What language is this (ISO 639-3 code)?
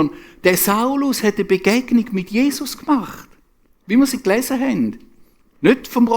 gsw